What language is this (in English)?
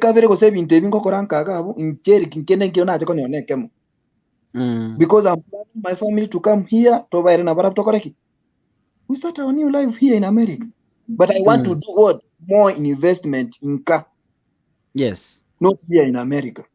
Gusii